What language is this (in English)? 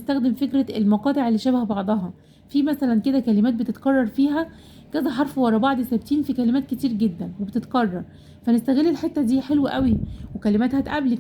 Egyptian Arabic